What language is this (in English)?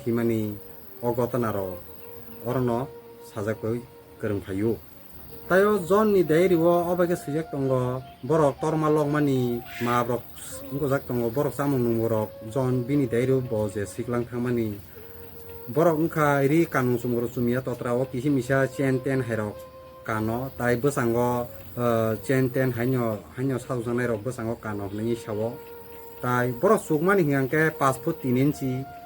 Kok Borok